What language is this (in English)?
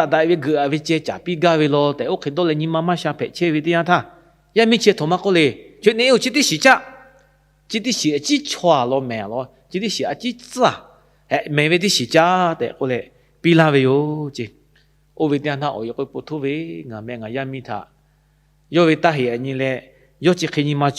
Lahu